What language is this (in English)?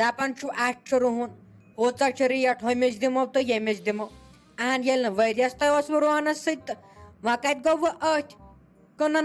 Kashmiri